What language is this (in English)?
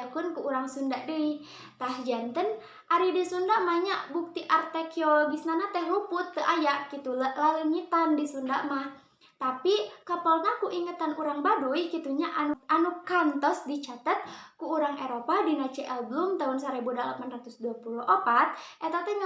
Sundanese